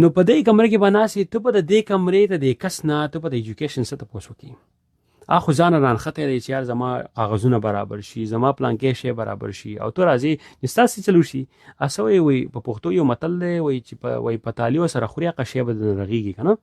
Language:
Pashto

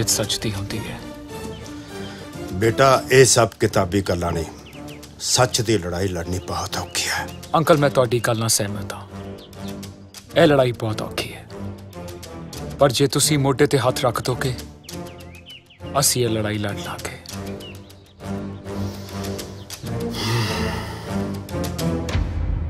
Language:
Punjabi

